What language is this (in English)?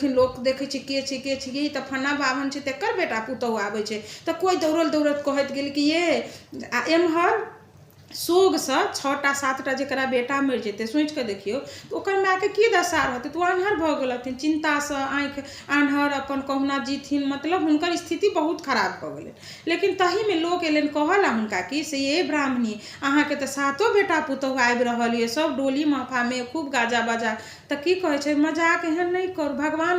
Maithili